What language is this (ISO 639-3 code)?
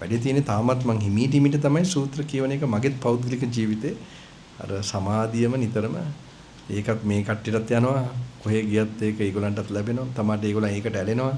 sin